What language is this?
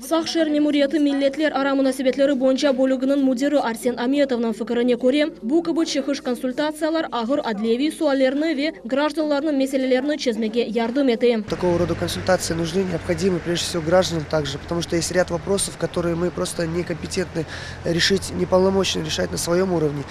Crimean Tatar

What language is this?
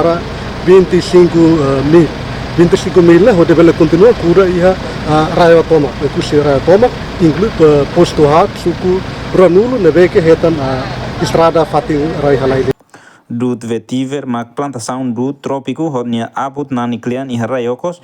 Tetum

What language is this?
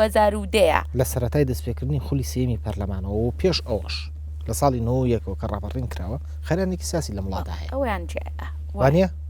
Central Kurdish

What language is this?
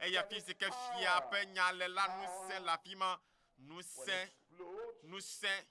Ewe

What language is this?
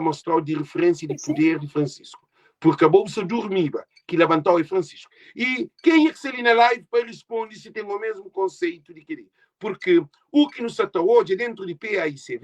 Kabuverdianu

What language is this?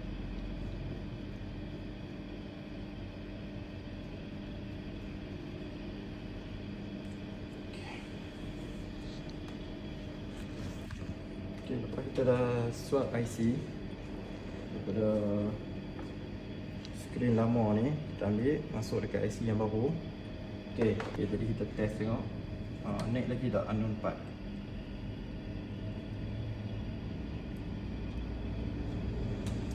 Malay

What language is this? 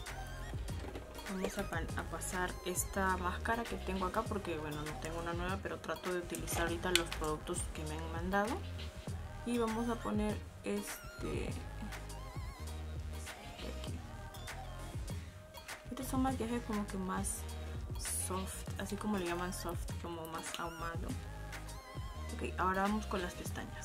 Spanish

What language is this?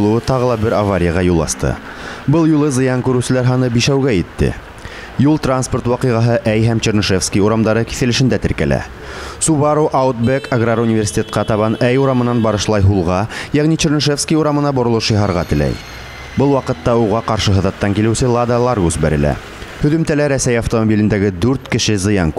Bashkir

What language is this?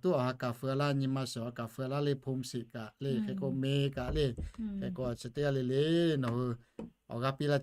Lahu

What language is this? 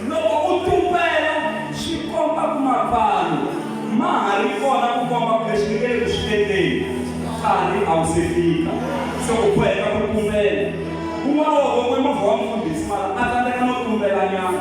Tsonga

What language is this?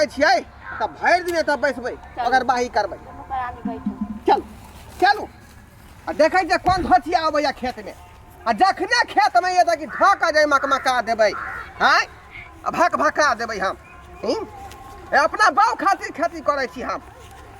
Maithili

